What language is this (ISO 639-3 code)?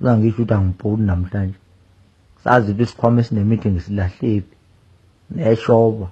zul